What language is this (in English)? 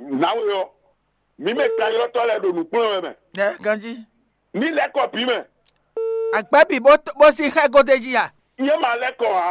Fon